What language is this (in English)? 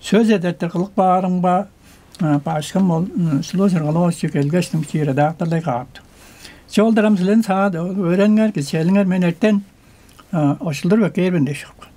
Tuvinian